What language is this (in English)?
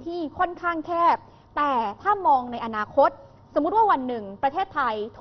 Thai